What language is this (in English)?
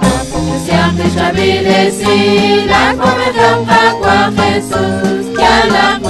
Kekchí